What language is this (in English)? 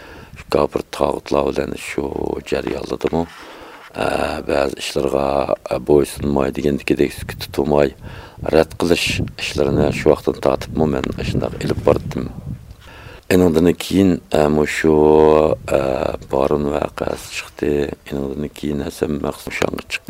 Uyghur